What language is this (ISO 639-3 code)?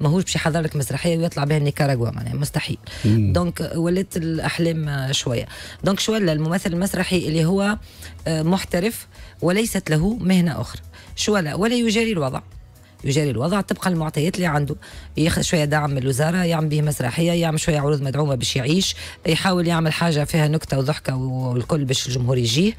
aeb